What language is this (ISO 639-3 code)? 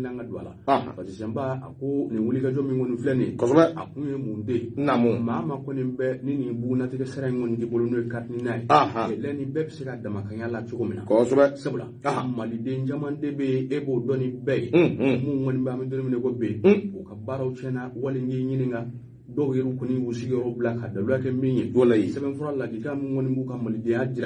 bam